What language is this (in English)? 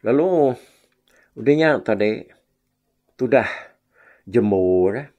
Iban